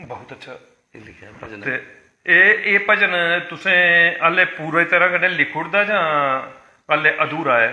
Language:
Dogri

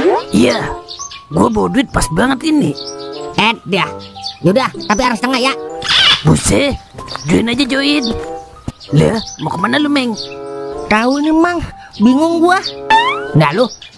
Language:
Betawi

